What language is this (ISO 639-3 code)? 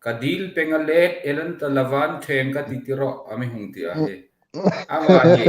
hmr